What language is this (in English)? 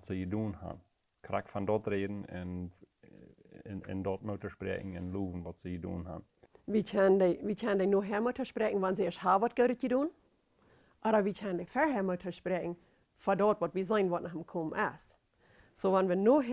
Plautdietsch